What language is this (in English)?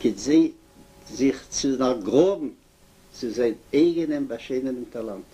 Yiddish